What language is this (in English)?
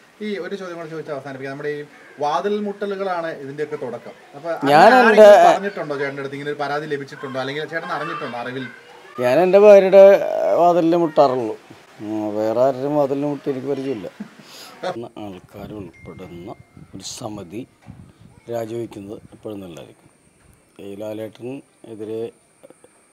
Malayalam